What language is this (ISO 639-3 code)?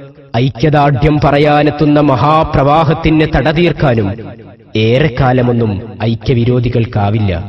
mal